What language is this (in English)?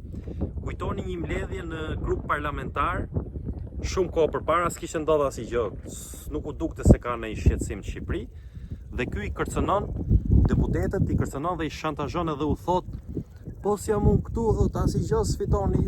Albanian